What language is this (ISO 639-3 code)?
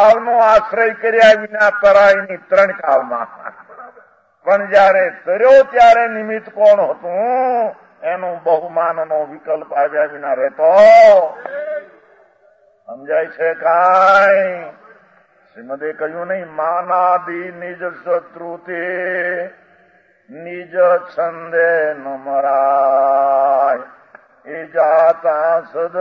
guj